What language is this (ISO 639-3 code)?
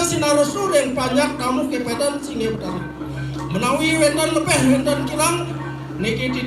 ban